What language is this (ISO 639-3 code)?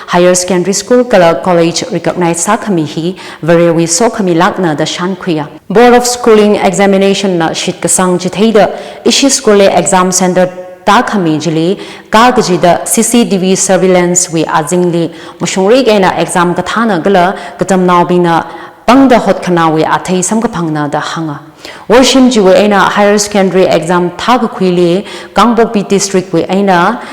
nmf